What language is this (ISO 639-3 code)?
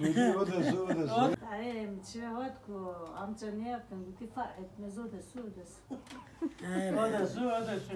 kur